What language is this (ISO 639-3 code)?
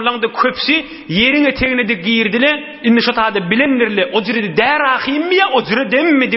tuk